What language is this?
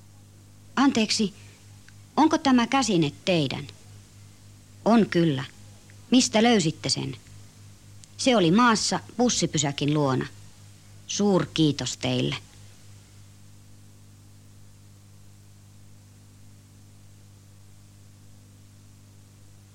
Finnish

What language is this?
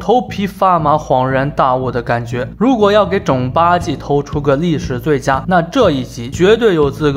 Chinese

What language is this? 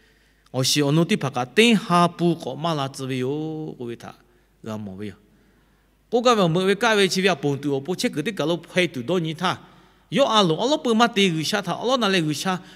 Lahu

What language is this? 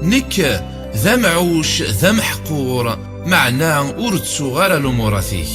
Kabyle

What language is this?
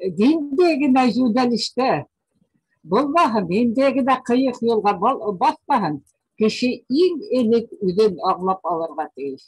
Bashkir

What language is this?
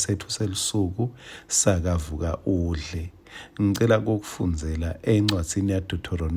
Swati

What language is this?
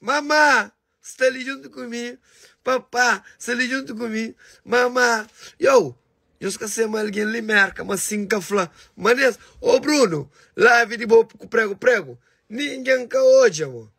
Kabuverdianu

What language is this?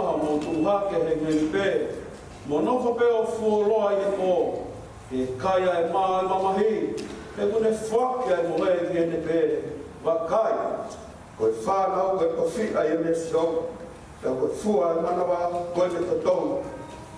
Tongan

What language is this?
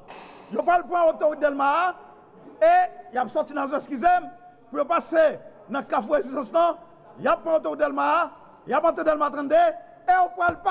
Haitian Creole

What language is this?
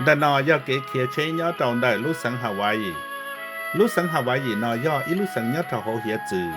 Hmong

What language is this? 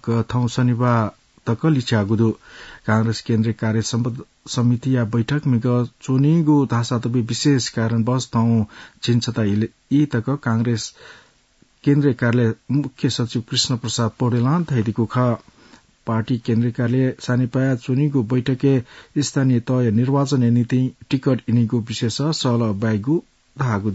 Newari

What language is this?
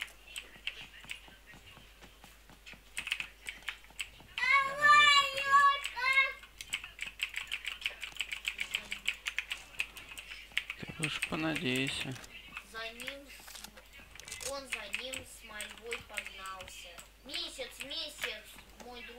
Russian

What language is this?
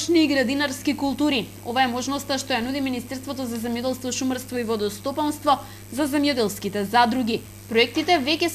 Macedonian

